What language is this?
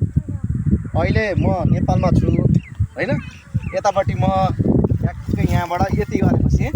Nepali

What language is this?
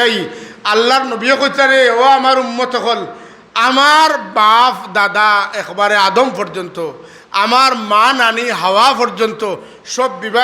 Sylheti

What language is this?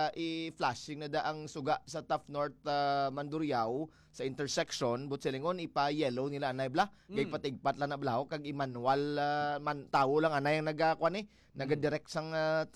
Hiligaynon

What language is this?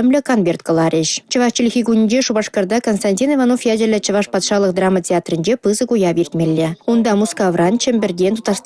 Chuvash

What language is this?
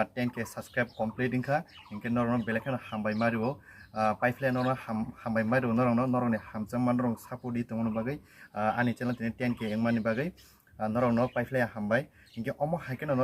Kok Borok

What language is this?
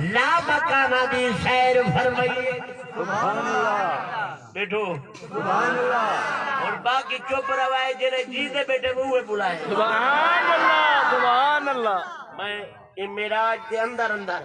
Saraiki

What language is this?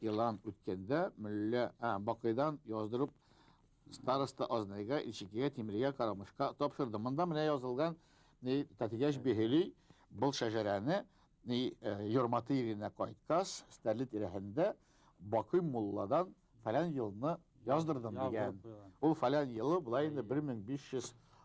Bashkir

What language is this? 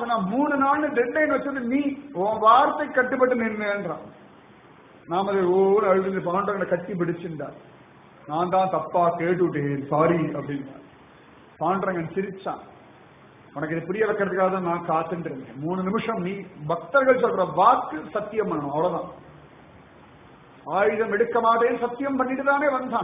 Tamil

